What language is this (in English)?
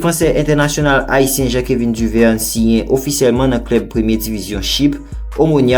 Haitian Creole